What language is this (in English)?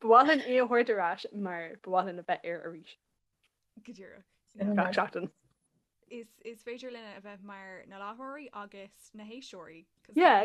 Irish